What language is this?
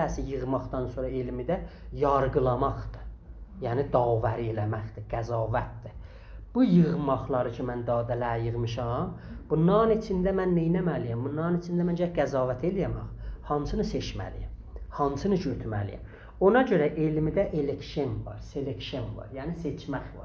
South Azerbaijani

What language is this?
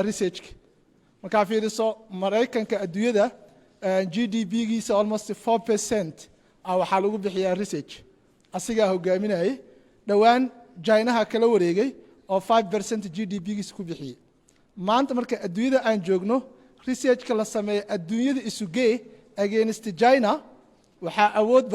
Somali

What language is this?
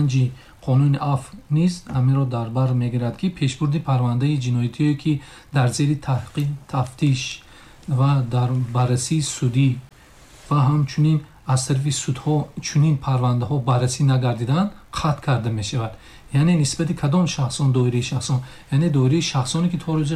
Tajik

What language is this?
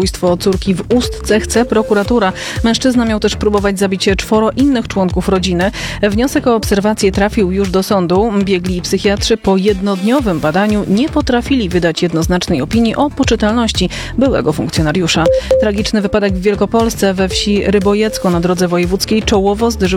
Polish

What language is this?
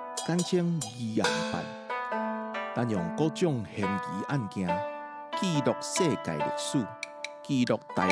Min Nan Chinese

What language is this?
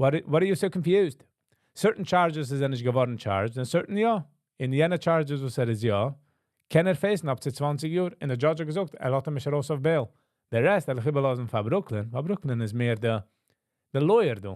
Yiddish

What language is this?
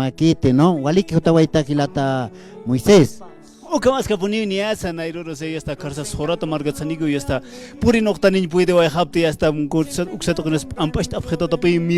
Aymara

